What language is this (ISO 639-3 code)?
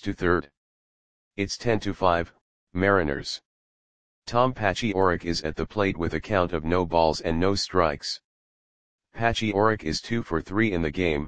eng